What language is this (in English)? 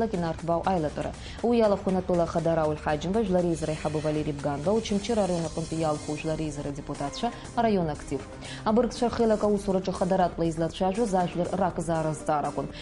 Abkhazian